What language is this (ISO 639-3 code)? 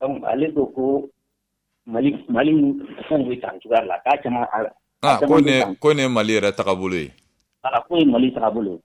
bam